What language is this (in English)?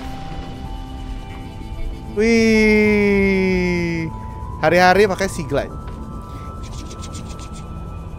Indonesian